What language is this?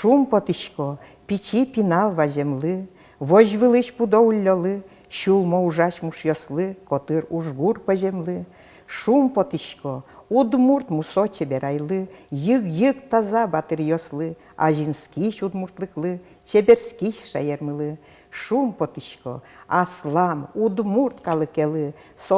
Udmurt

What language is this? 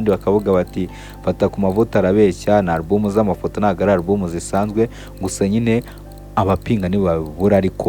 Kinyarwanda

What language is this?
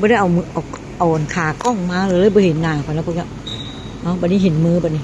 Northeastern Thai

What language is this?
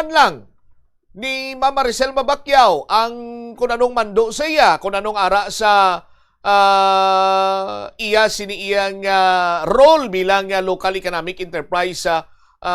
Hiligaynon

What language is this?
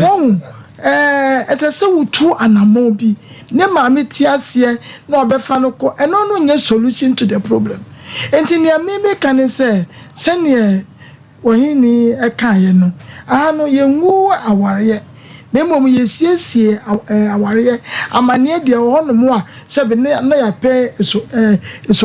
Akan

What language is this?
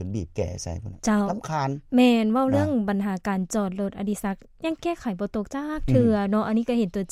Lao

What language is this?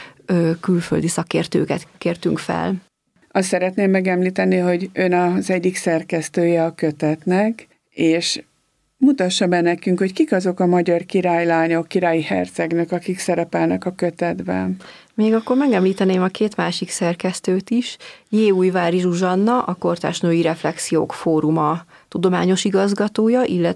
Hungarian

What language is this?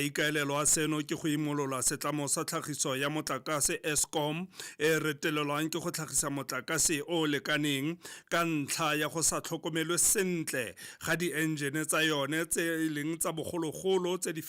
Tswana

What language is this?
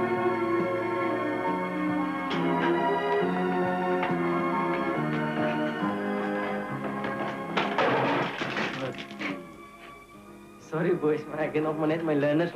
Afrikaans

